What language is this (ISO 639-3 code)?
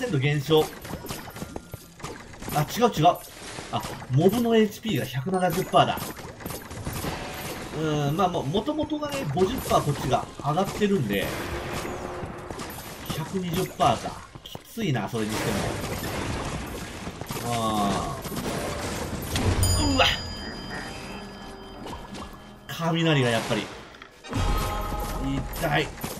jpn